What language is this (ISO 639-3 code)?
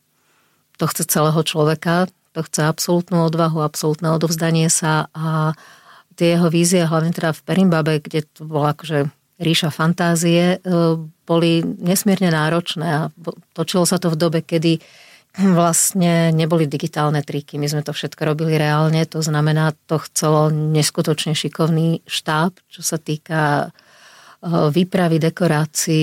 slk